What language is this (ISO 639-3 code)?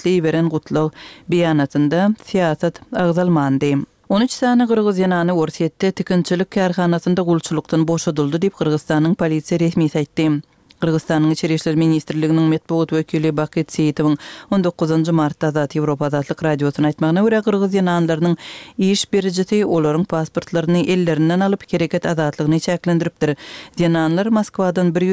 kir